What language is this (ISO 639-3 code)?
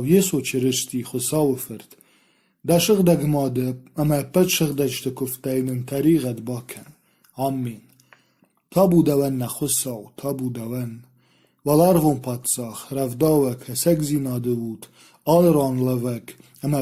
oss